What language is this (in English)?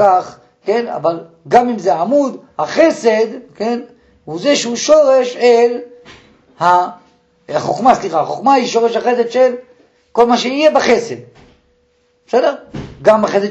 Hebrew